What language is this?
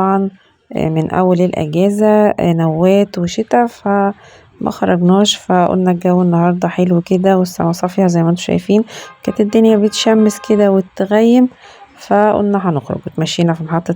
Egyptian Arabic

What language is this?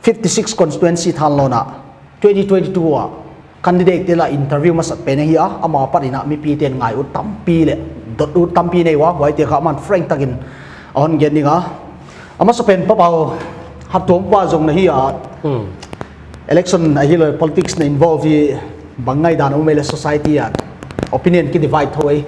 Paite Chin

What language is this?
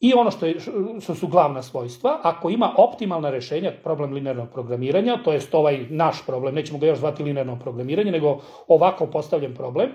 Serbian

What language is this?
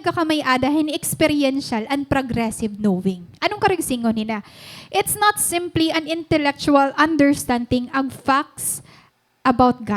Waray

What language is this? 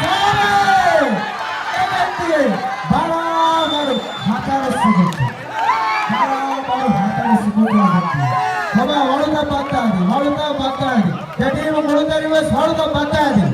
Divehi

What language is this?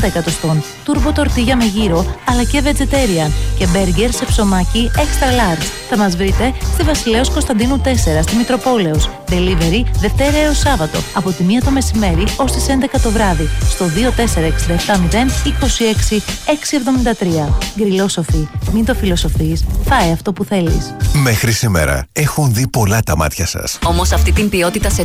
Greek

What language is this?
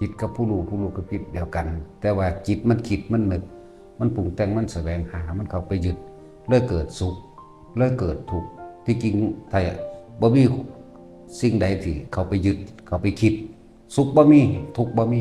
Northeastern Thai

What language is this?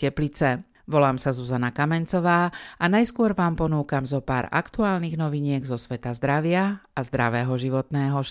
Slovak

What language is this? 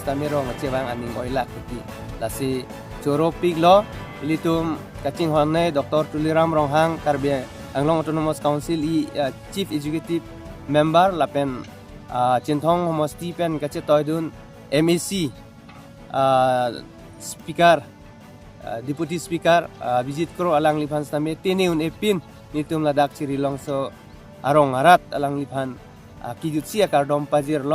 Karbi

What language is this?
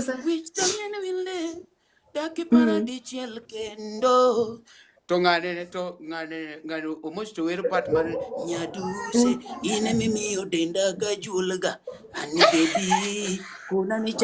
Luo (Kenya and Tanzania)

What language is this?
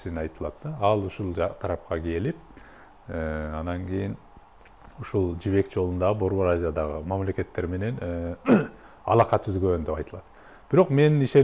Kyrgyz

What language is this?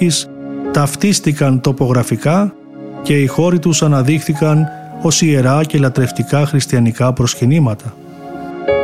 Greek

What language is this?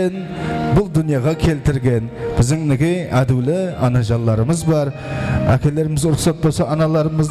Kara-Kalpak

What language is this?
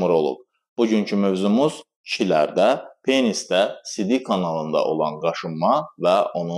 Azerbaijani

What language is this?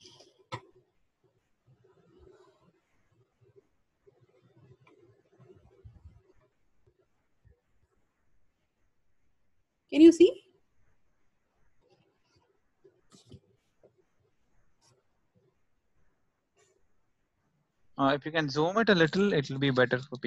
English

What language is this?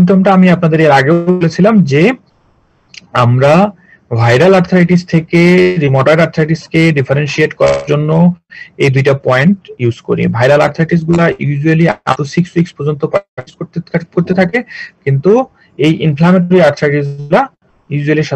Bangla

